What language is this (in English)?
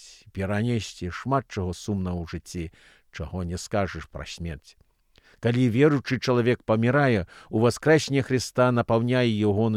Belarusian